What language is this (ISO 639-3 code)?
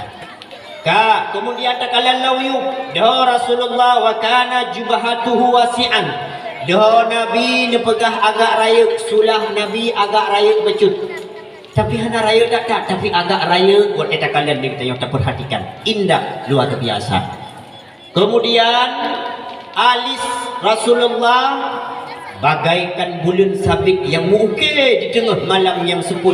ace